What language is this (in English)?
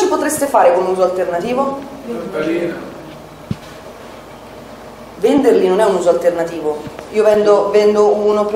Italian